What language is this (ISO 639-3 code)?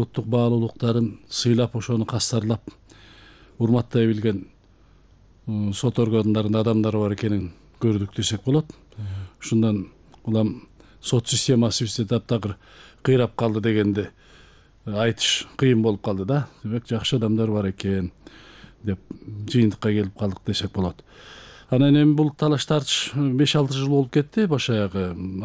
kir